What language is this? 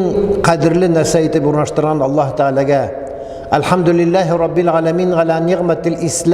Tatar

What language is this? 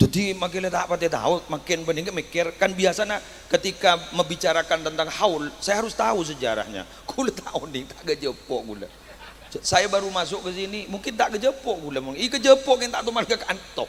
Madurese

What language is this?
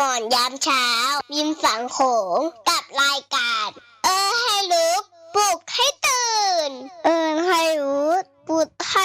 Northeastern Thai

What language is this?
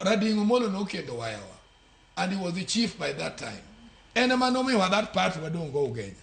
Luo (Kenya and Tanzania)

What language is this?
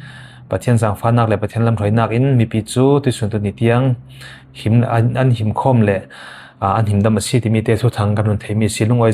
Falam Chin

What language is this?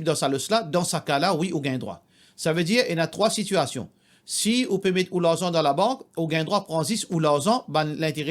Morisyen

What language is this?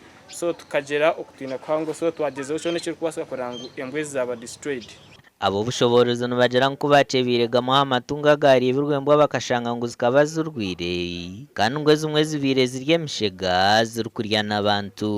Nyankole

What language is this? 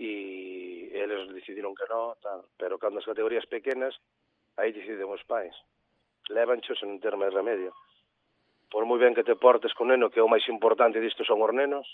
Galician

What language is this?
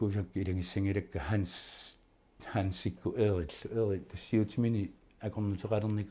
Kalaallisut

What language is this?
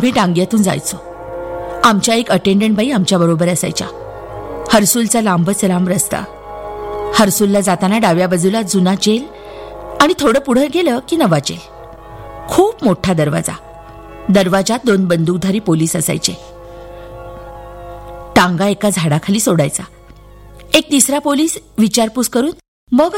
Marathi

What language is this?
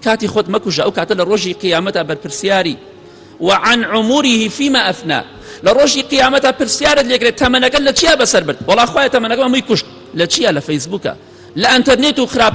Central Kurdish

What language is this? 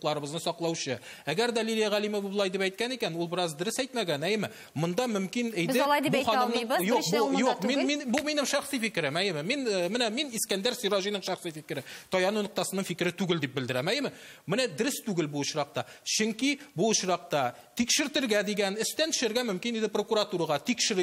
Tatar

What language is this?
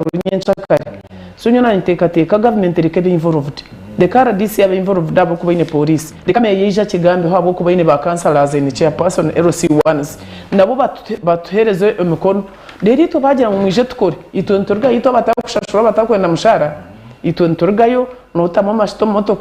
Nyankole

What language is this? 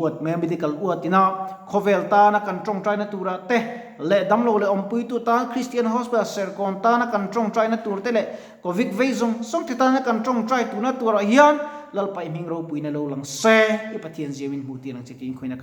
Mizo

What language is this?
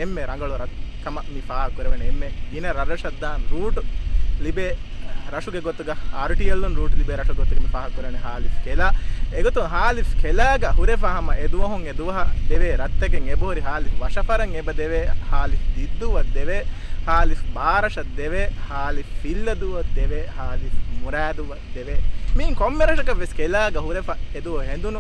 Divehi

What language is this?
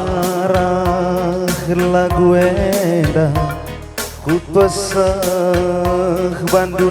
Batak Karo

